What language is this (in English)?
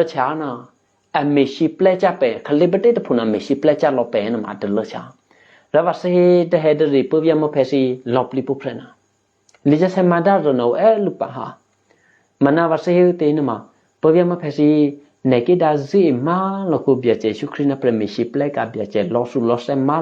Eastern Kayah